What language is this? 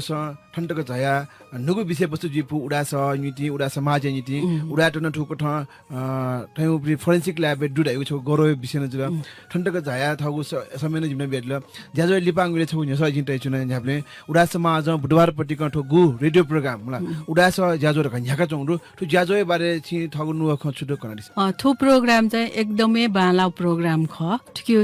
Newari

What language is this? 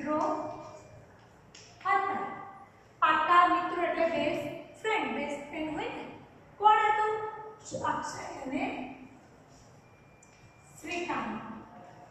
Gujarati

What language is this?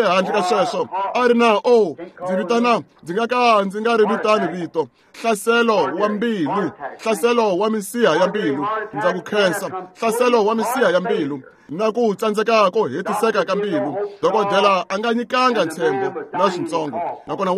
Tsonga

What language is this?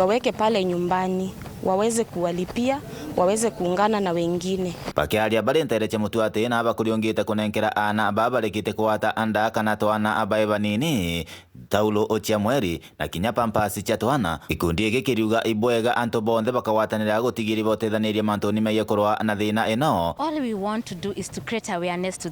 Meru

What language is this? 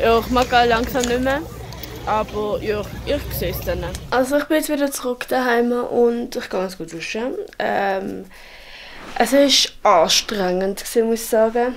Swiss German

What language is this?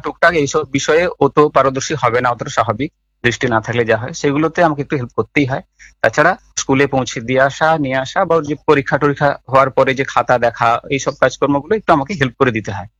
Bangla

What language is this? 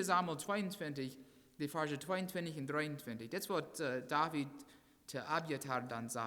Plautdietsch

